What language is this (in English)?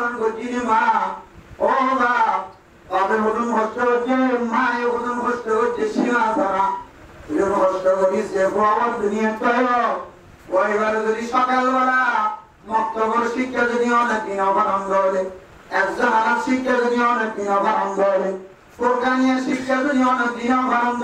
Rohingya